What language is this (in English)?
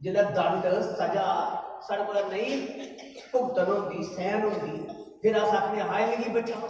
Dogri